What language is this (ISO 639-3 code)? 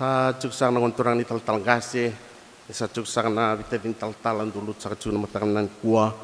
fij